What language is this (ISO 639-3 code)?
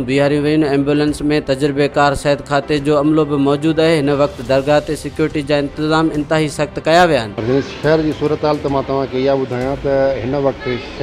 snd